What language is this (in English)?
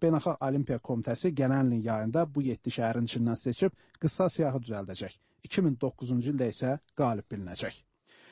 Azerbaijani